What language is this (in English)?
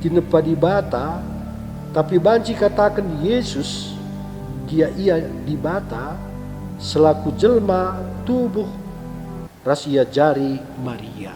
Batak Karo